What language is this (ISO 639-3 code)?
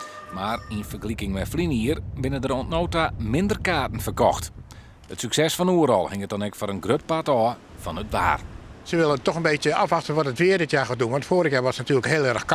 fry